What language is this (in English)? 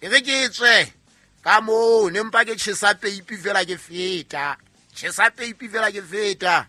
Southern Sotho